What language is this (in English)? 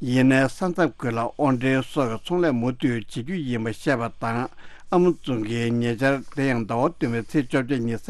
Tibetan